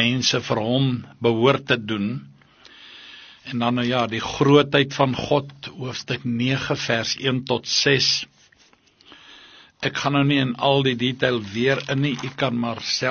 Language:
Afrikaans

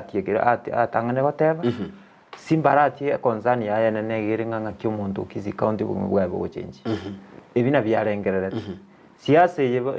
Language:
Gusii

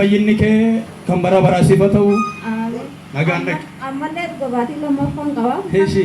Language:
Oromo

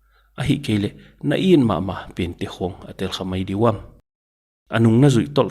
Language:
Paite Chin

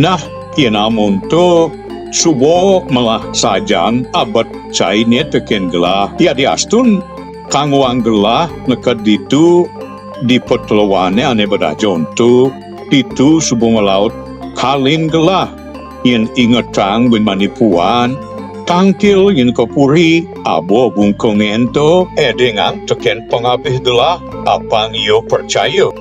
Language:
Balinese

